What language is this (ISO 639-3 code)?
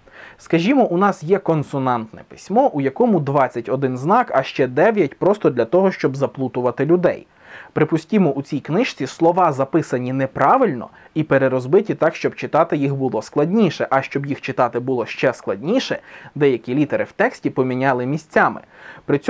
ukr